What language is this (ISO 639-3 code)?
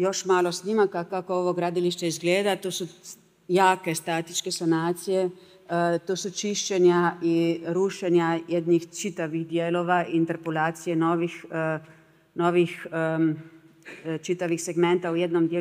hrv